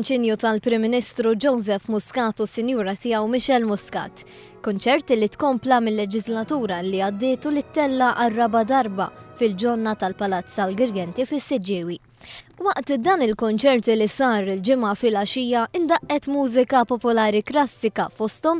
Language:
Maltese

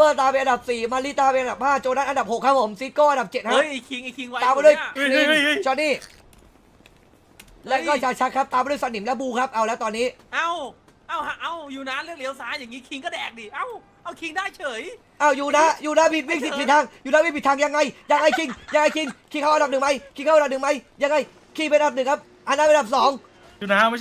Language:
Thai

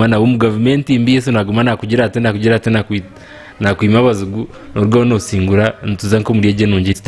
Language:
Nyankole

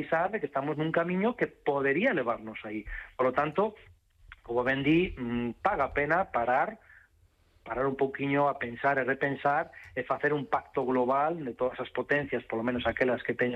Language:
Galician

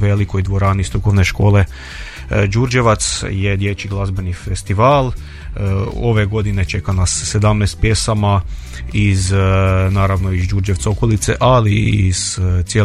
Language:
Croatian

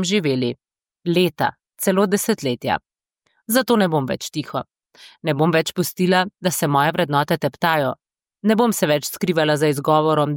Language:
Slovenian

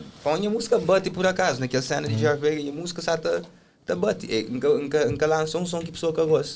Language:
Kabuverdianu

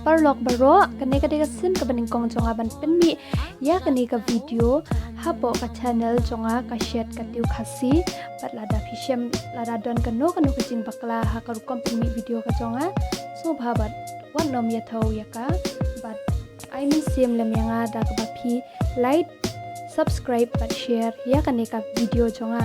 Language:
Khasi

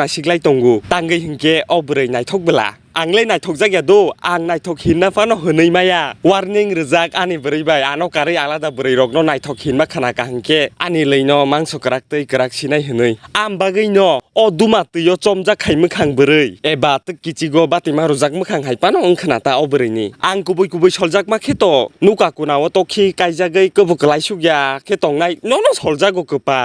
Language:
Kok Borok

